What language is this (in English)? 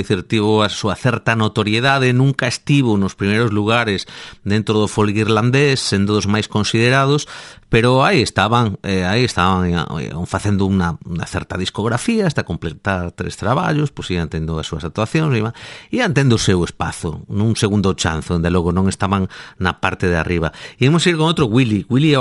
Galician